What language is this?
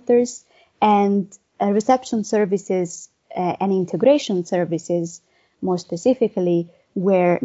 English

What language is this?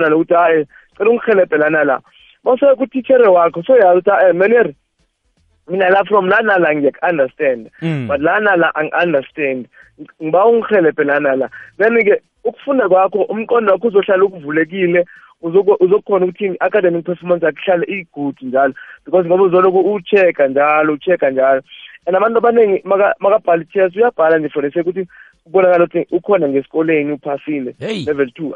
South Ndebele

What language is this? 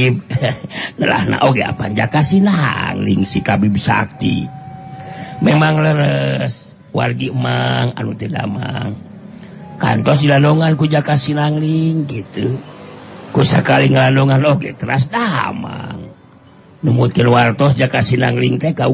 Sundanese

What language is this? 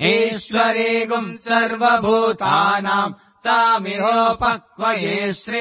Sanskrit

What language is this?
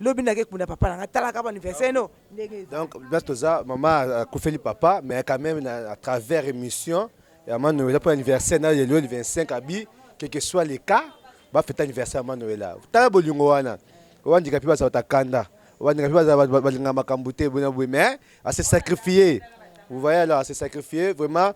Lingala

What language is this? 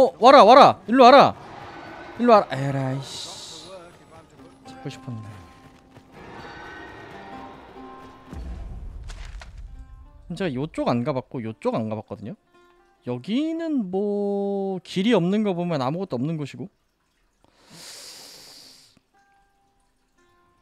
Korean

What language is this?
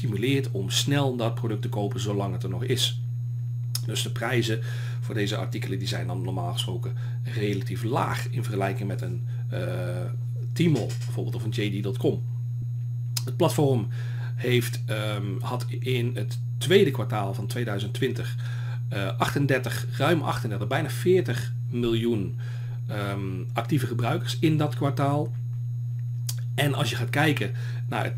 Dutch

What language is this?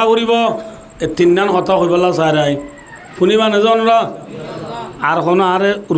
Rohingya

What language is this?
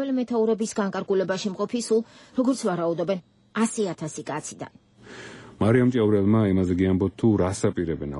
Georgian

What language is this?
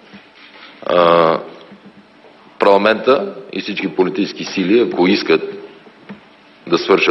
Bulgarian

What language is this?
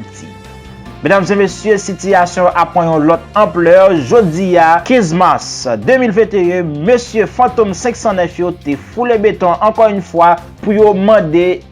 Haitian Creole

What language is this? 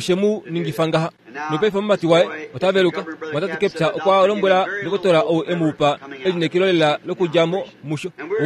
Kuanyama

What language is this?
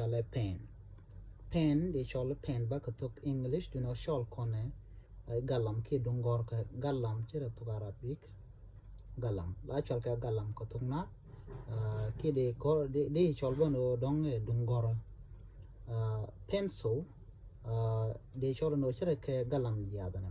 Nuer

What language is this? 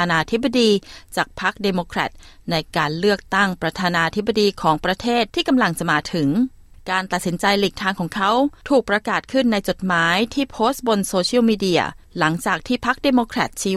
Thai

